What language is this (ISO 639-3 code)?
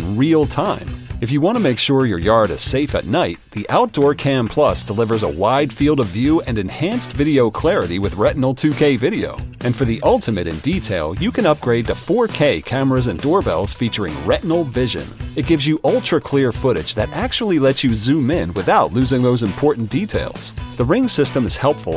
eng